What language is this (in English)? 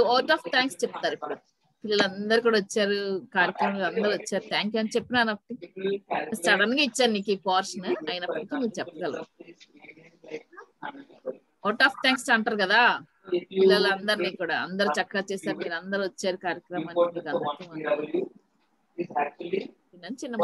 Telugu